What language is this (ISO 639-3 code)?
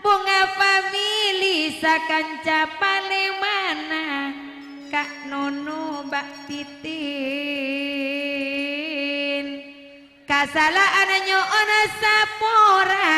mad